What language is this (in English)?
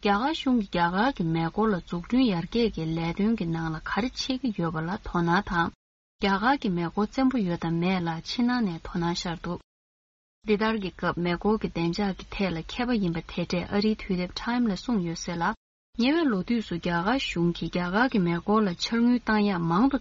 Tibetan